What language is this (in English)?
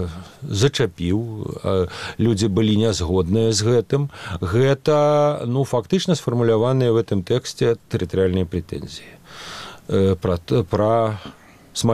Belarusian